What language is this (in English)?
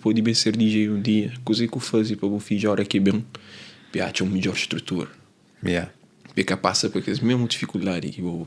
Kabuverdianu